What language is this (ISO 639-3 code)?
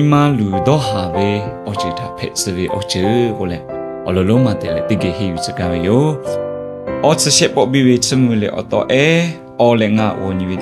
lhu